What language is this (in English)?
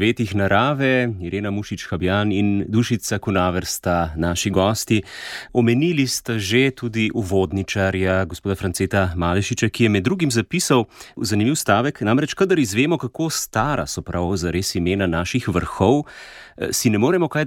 Slovenian